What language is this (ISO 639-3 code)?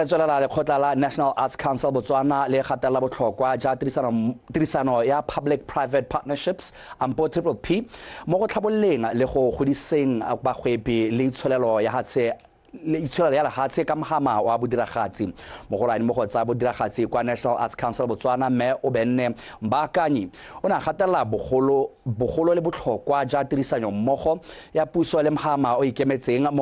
tsn